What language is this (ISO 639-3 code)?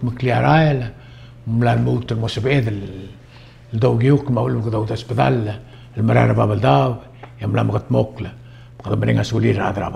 pau